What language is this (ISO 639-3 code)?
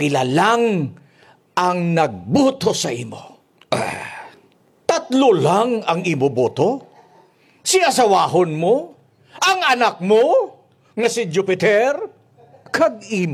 hil